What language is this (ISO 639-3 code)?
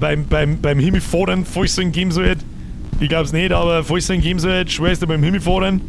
bar